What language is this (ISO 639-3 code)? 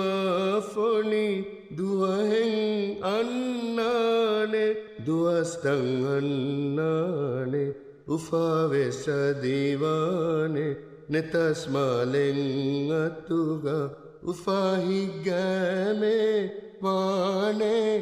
div